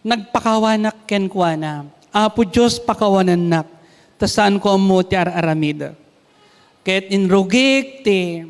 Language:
Iloko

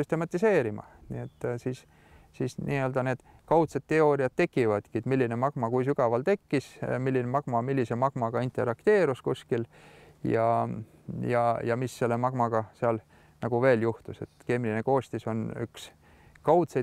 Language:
Estonian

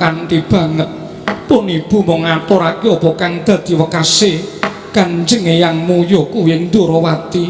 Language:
Javanese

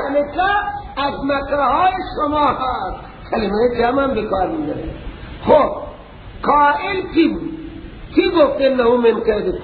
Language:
Persian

